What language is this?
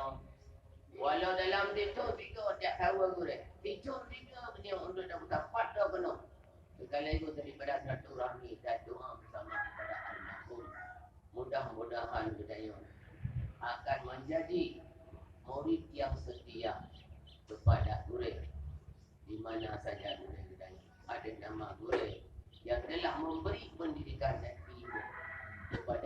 Achinese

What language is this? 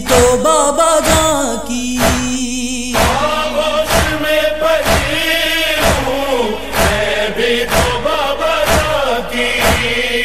Urdu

